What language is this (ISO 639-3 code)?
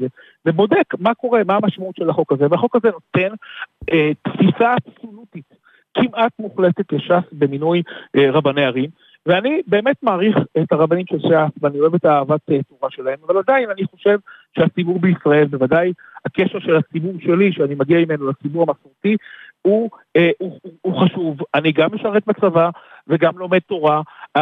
heb